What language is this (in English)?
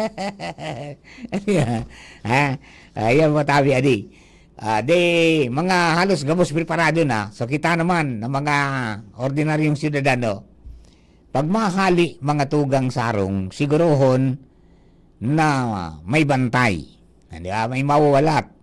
Bikol